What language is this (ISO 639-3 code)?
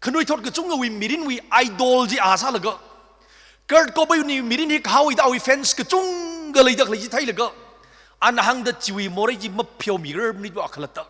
nmf